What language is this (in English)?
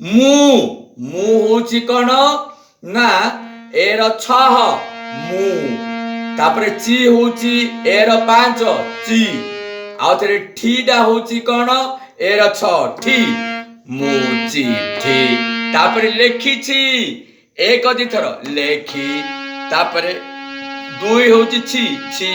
Odia